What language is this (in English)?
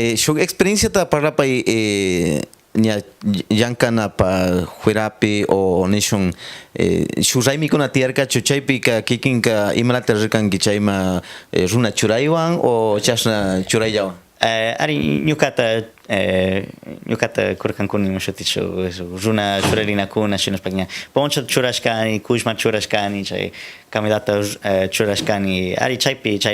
Cañar Highland Quichua